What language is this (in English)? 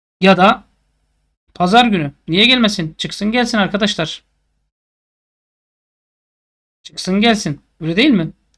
Turkish